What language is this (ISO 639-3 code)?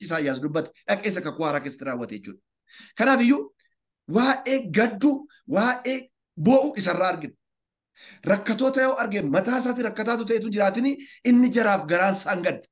orm